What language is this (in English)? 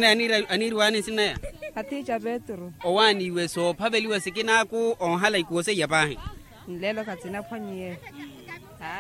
Makhuwa